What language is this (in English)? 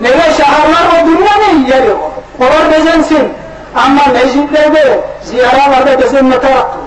Kumyk